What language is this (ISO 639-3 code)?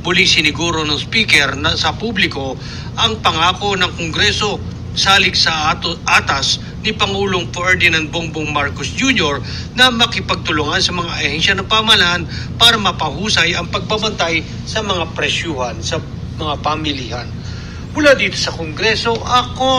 bik